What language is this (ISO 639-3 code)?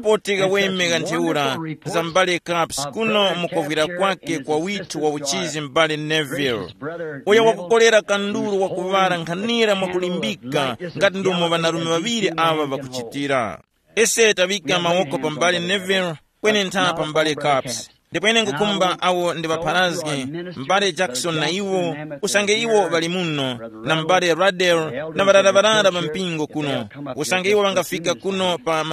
tum